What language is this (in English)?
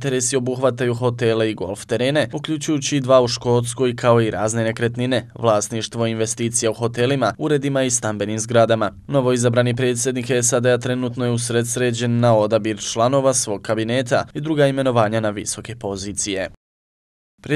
Bosnian